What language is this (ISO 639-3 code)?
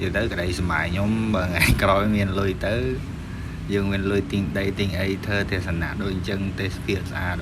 khm